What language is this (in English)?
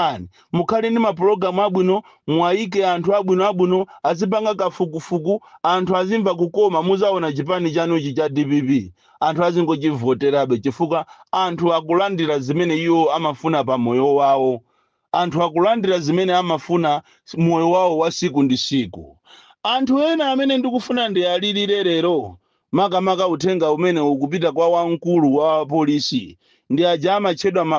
Nyanja